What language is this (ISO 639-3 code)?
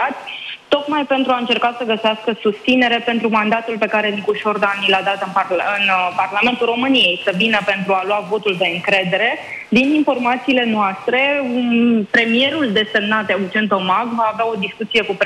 ron